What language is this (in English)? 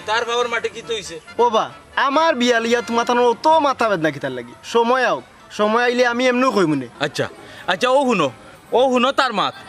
Sylheti